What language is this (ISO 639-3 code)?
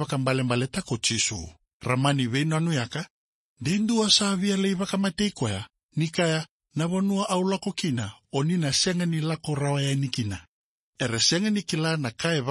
fij